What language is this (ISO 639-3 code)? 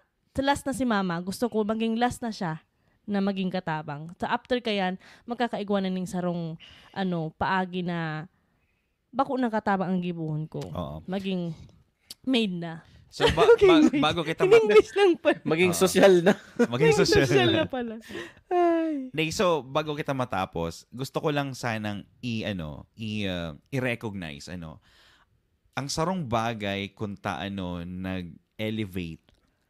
bik